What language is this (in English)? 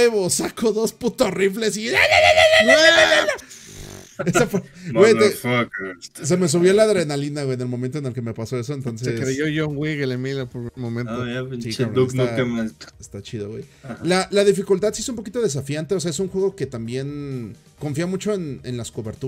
Spanish